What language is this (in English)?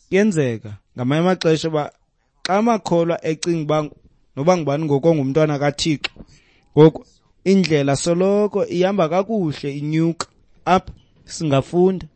Xhosa